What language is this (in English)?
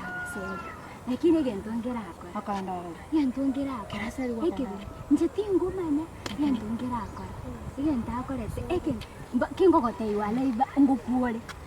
Gusii